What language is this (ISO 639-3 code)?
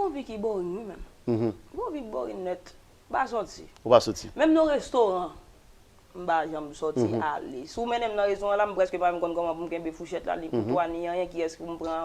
hat